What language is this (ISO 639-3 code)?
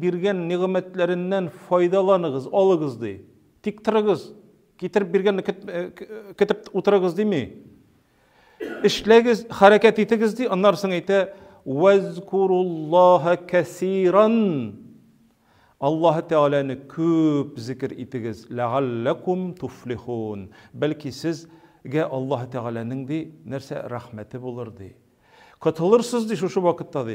tat